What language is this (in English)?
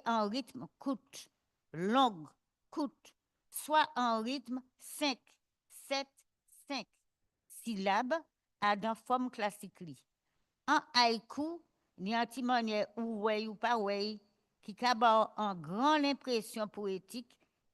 Guadeloupean Creole French